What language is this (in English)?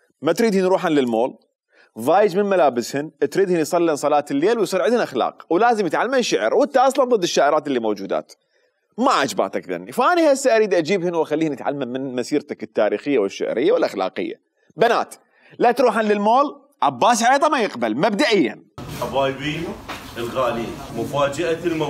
Mesopotamian Arabic